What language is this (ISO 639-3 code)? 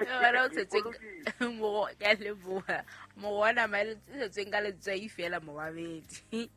sot